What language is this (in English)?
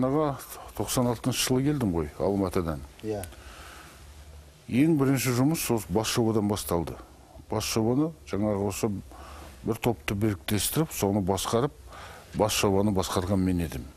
Kazakh